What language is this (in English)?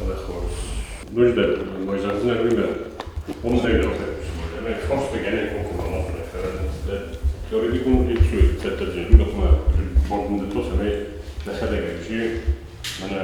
Ossetic